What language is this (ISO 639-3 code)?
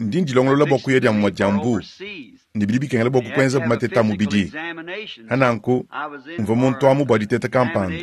lua